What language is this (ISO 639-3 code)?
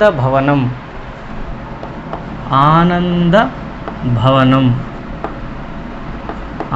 tel